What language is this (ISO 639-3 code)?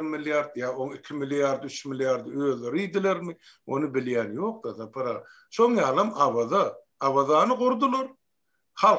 tuk